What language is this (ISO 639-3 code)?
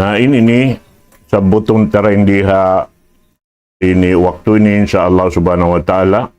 tsg